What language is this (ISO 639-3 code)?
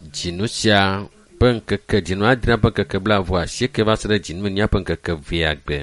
ewe